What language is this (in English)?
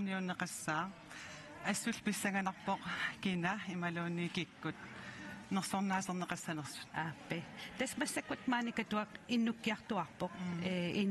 Kalaallisut